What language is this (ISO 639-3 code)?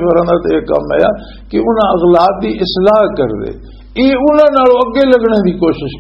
lah